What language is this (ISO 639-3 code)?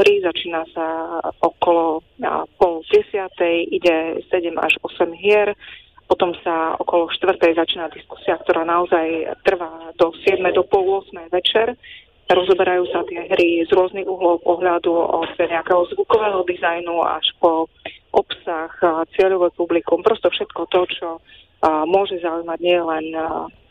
slk